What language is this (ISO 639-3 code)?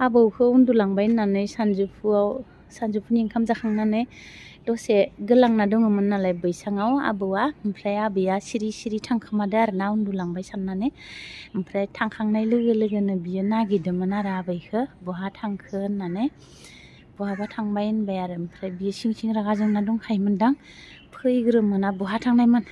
brx